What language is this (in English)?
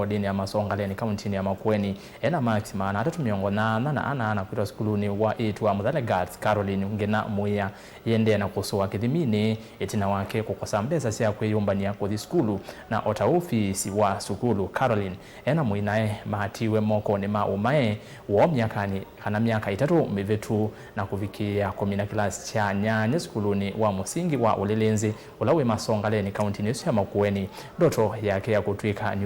Kamba